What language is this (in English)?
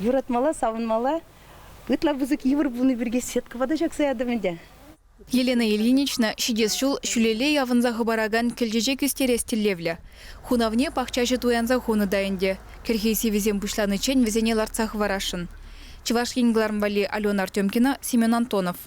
Chuvash